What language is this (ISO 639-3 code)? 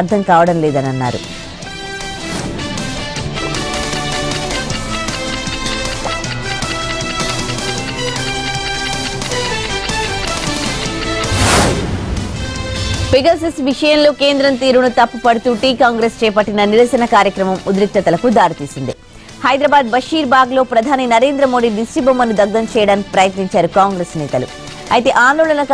tel